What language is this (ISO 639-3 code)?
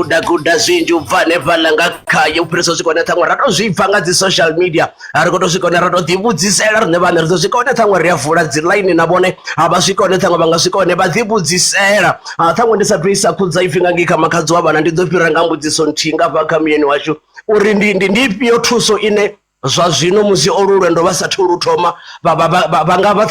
ven